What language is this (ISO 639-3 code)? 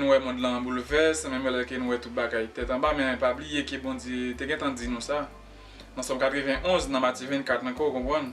hat